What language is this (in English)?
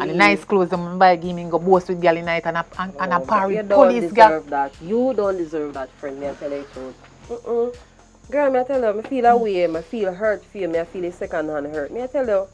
Jamaican Creole English